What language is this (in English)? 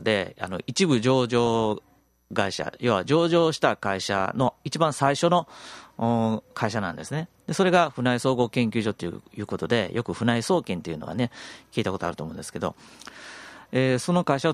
Japanese